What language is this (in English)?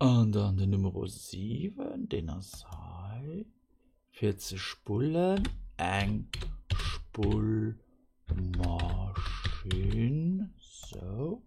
Luxembourgish